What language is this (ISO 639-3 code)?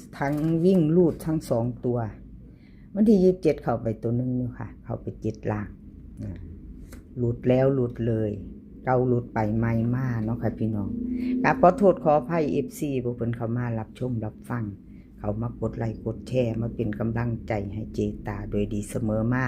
tts